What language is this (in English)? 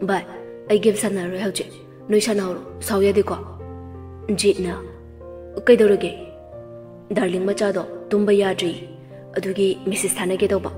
Manipuri